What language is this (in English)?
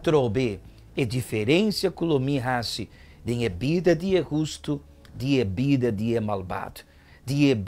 Papiamento